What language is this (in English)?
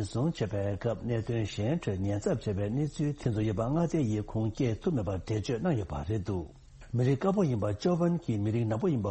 Tibetan